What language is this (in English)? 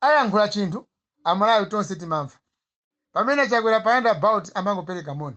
Nyanja